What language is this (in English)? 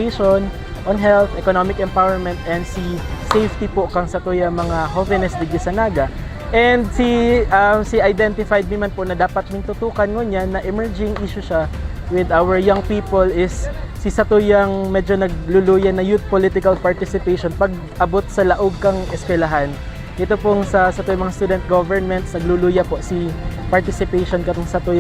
Bikol